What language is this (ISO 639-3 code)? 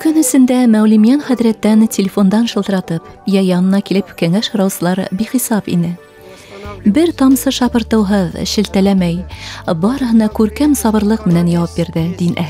bak